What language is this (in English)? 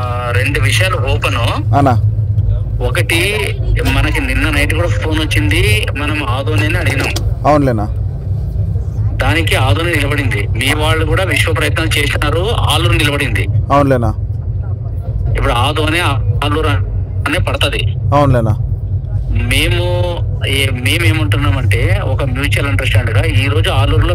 Telugu